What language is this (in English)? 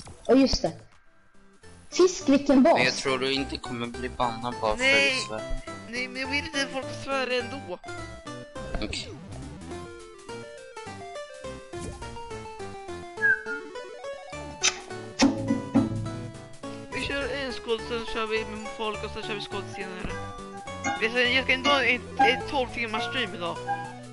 Swedish